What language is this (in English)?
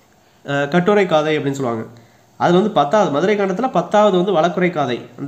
Tamil